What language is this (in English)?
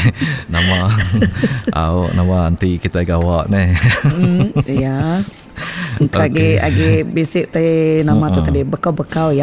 Iban